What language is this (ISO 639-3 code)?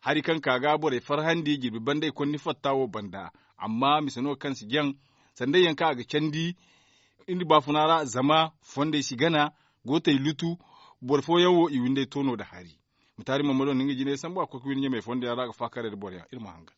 dje